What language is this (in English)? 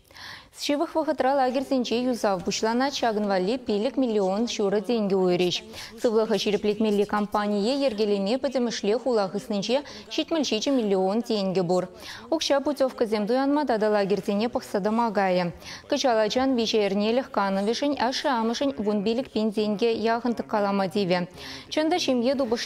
Chuvash